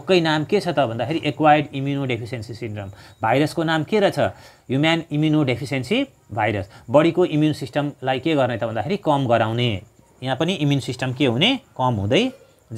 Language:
Nepali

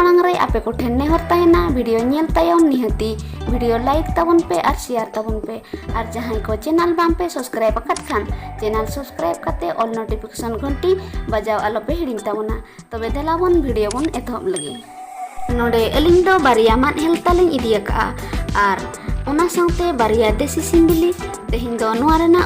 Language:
Santali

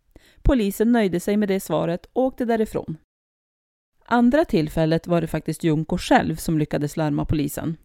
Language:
Swedish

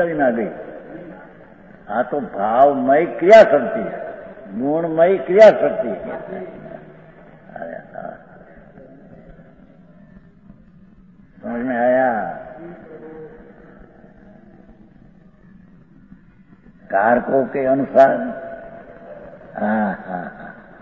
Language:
Hindi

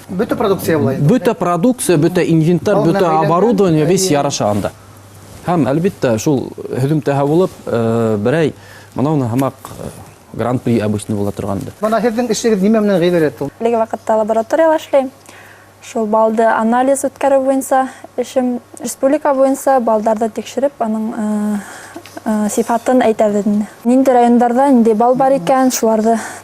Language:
Bashkir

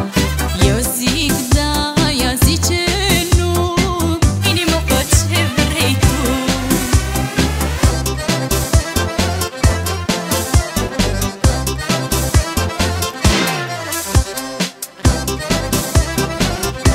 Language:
Romanian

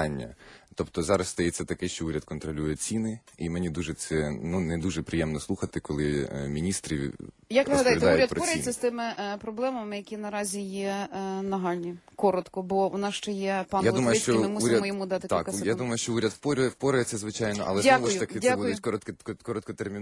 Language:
Ukrainian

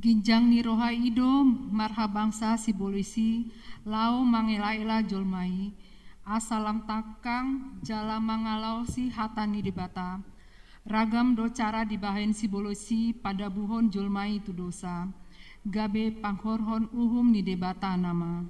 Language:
Batak Toba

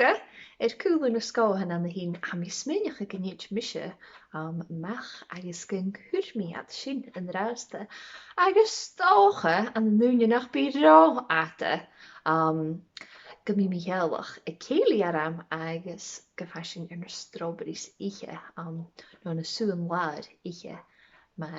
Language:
Scottish Gaelic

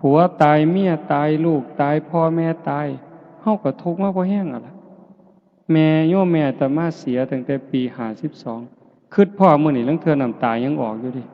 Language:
Northeastern Thai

